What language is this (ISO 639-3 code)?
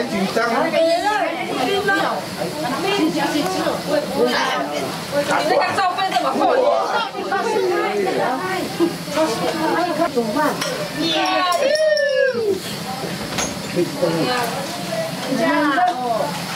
zho